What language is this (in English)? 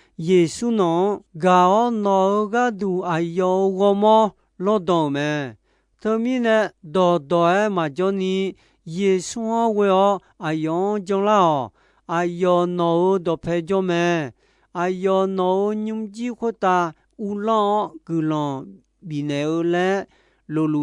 Akha